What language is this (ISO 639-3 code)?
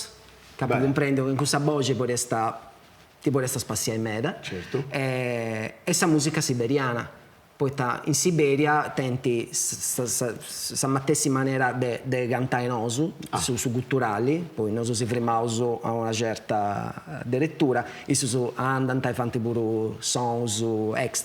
srd